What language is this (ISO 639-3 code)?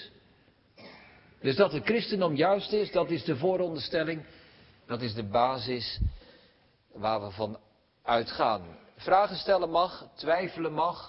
nld